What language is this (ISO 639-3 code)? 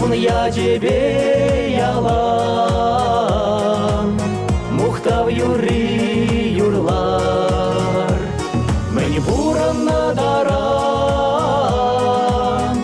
chv